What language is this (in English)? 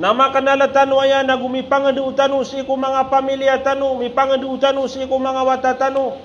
Maranao